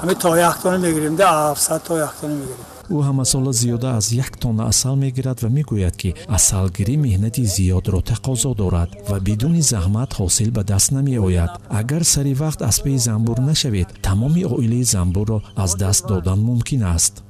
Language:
Tajik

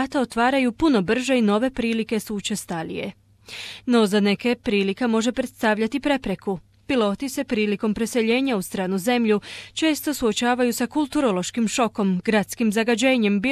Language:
Croatian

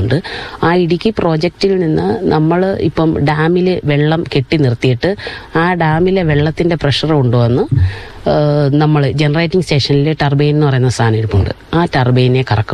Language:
Malayalam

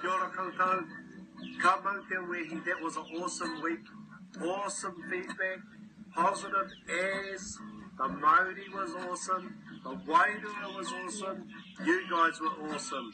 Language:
Māori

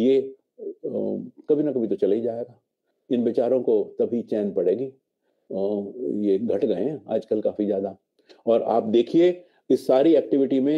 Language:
Hindi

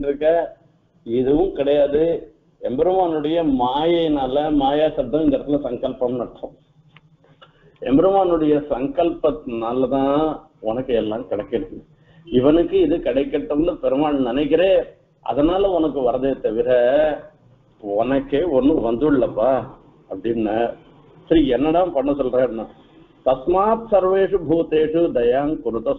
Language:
Tamil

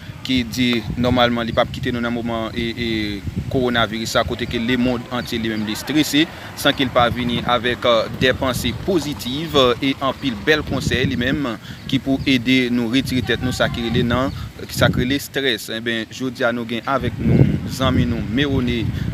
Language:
Haitian Creole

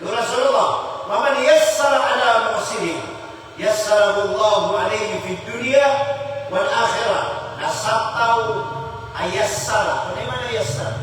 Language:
Maranao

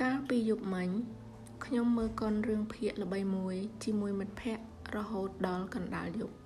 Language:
Khmer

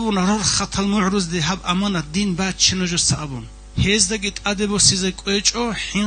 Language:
Avaric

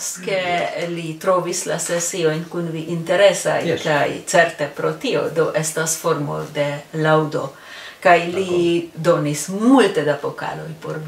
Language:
Esperanto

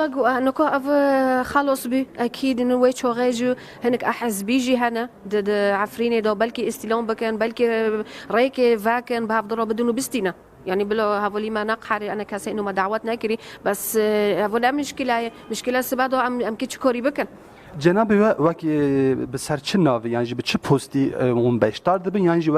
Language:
Kurdish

